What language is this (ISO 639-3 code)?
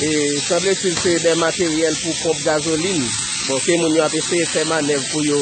hat